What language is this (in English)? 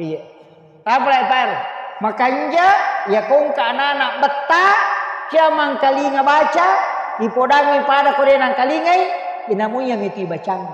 Buginese